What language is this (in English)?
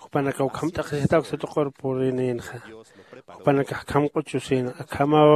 Aymara